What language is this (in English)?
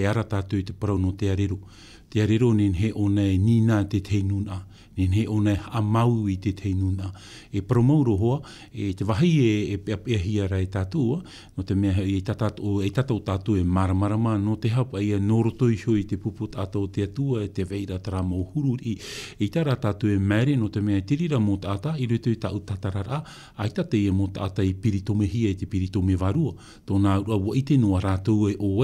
Tahitian